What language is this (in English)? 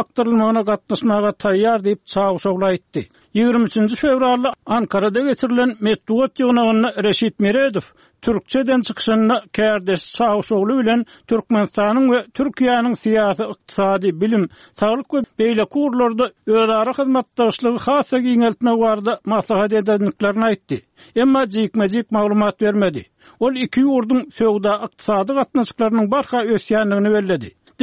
Turkmen